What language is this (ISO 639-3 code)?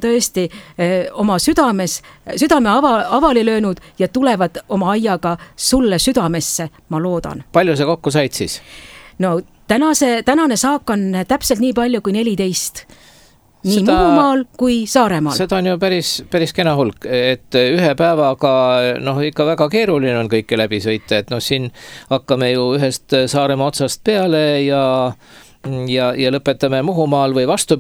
est